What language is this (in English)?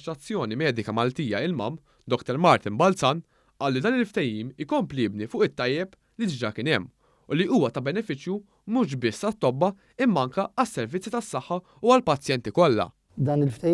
Maltese